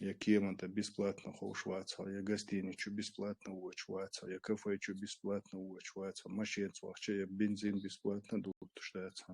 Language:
Chechen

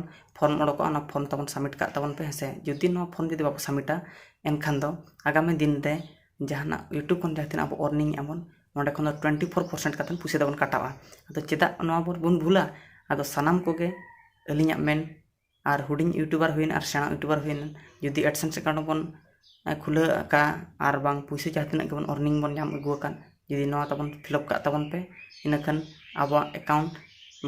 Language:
Santali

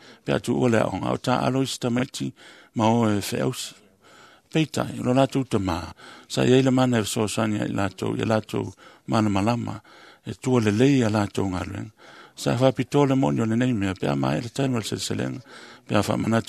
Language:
Samoan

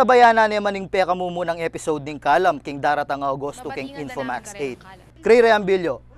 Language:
Pampanga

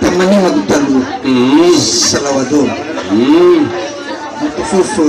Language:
Nias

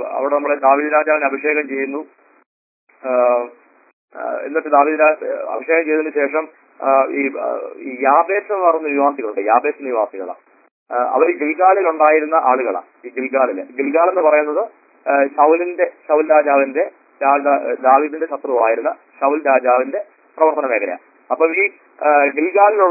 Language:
Malayalam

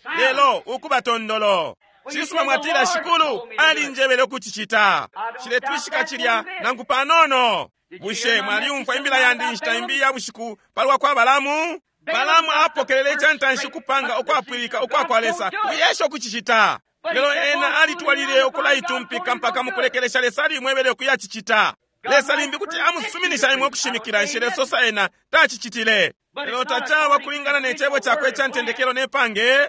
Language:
Bemba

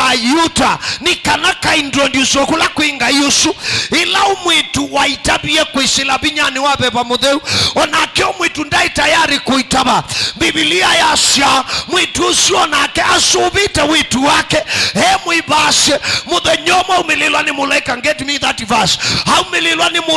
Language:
Kamba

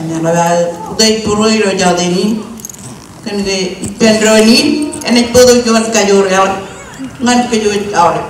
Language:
Marshallese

